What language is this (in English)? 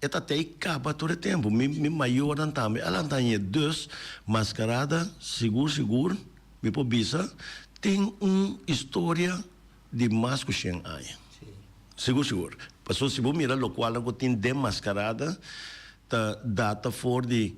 Papiamento